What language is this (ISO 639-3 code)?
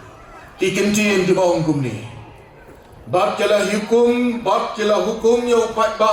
kha